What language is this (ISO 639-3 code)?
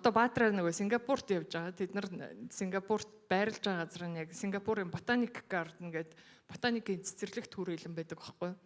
mon